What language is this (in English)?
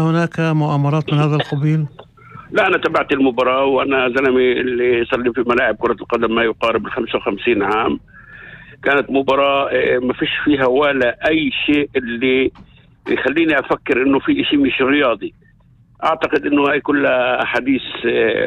North Levantine Arabic